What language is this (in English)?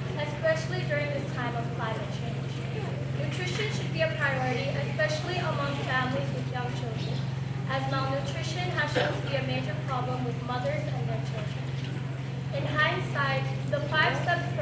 Pohnpeian